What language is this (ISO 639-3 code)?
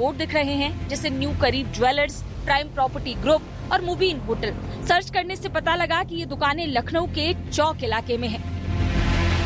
hin